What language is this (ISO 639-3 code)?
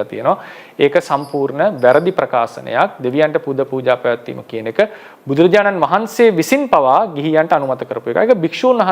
sin